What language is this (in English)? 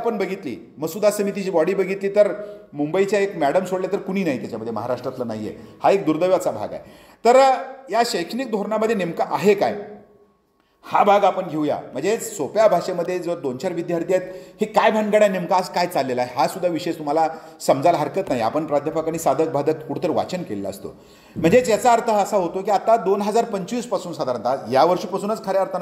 Marathi